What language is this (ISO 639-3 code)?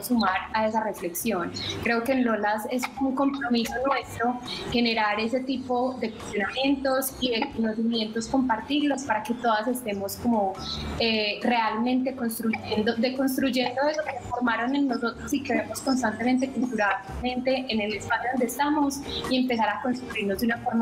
spa